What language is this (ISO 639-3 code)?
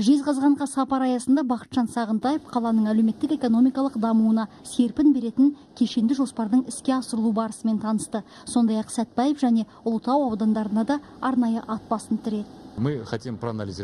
kaz